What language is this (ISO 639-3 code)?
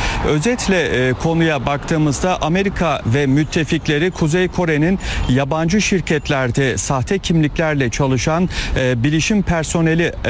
tur